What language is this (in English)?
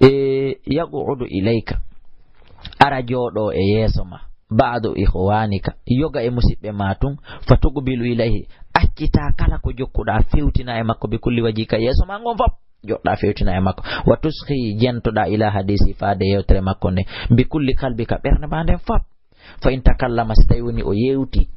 Fula